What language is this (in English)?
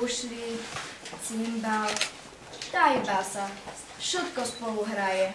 Rusyn